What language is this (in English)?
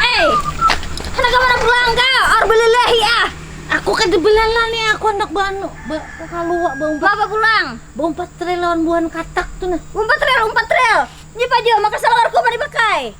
Banjar